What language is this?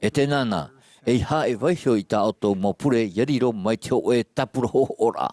Tahitian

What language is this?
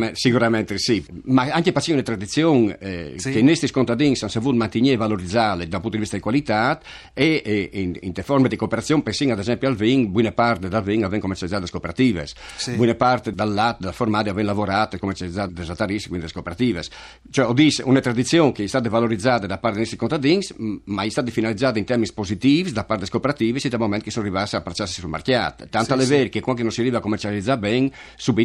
Friulian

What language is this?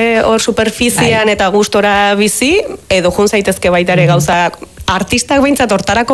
Basque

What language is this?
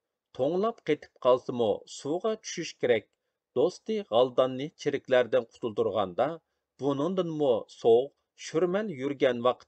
Uyghur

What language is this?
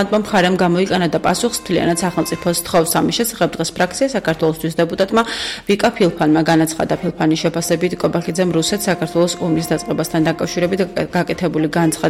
Georgian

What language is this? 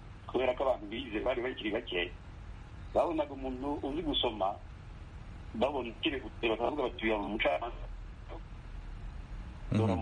Kinyarwanda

